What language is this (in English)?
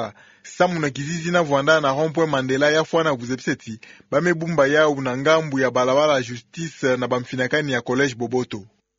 Kituba (Democratic Republic of Congo)